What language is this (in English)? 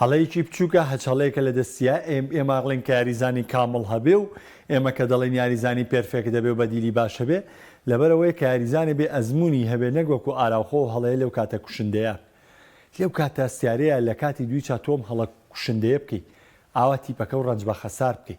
Central Kurdish